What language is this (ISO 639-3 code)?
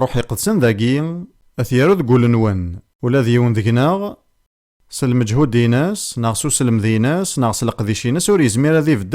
kab